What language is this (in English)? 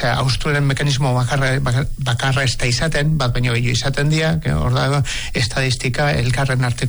Basque